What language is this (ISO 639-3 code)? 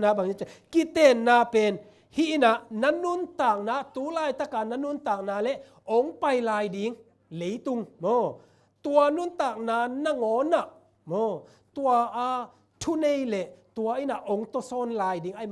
ctd